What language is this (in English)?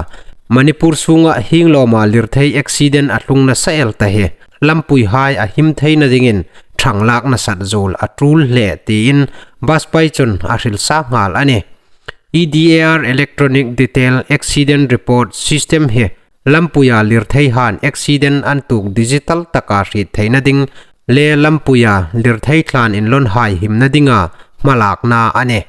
Hmar